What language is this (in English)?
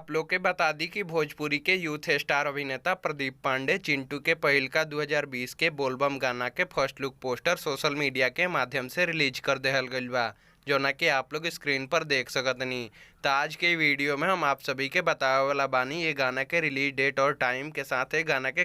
Bhojpuri